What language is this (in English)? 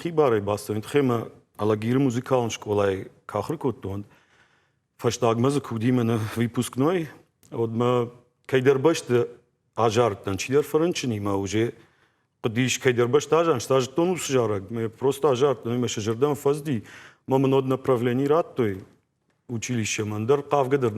Ossetic